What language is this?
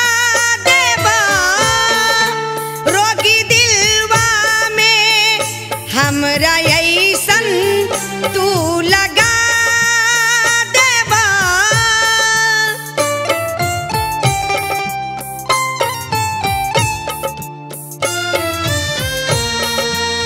Bhojpuri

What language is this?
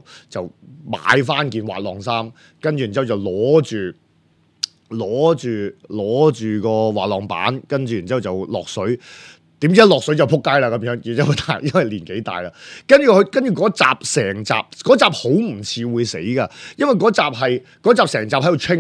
Cantonese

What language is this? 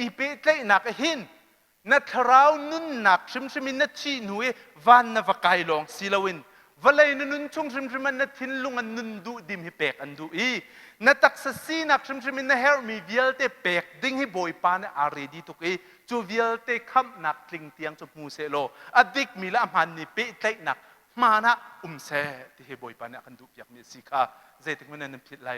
Hakha Chin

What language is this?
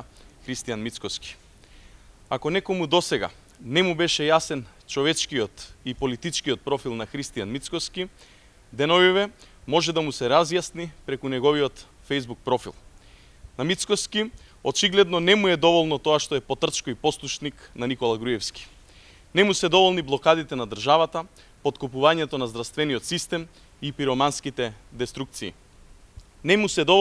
Macedonian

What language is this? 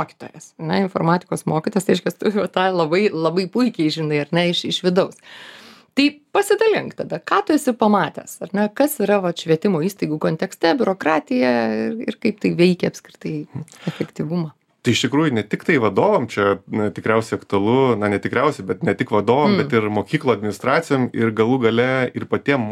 Lithuanian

